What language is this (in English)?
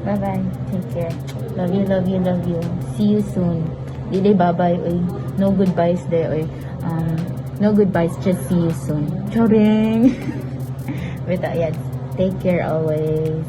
Cebuano